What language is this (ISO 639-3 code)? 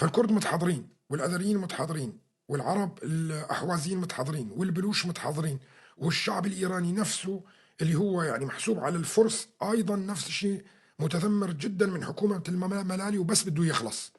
apc